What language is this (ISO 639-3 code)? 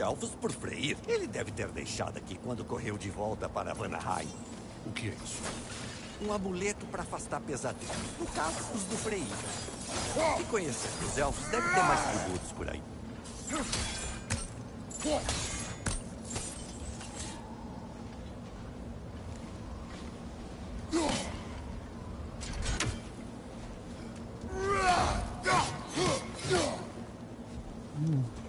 por